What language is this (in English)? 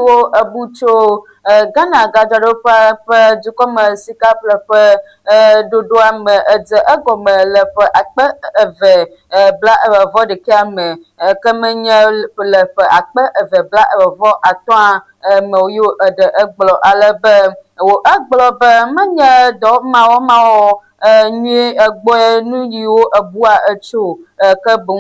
Ewe